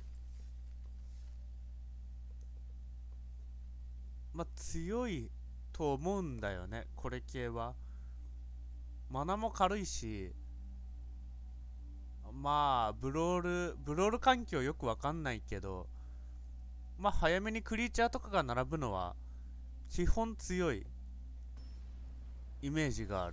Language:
Japanese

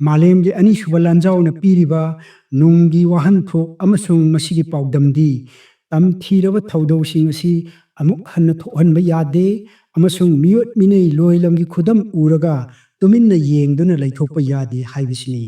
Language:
Manipuri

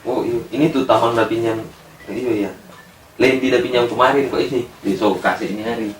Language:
Manado Malay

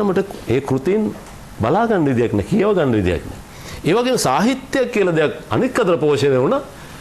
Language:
Sinhala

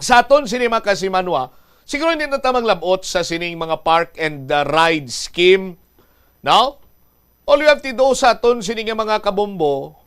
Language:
Hiligaynon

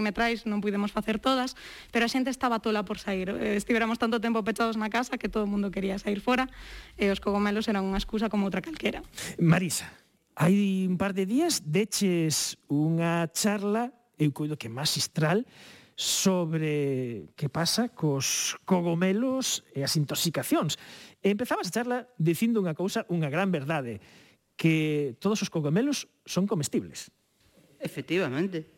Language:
Galician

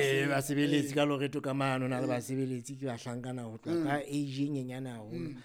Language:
Southern Sotho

